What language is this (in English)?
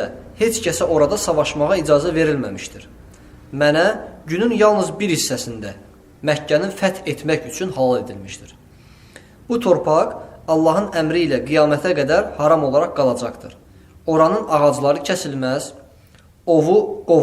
Azerbaijani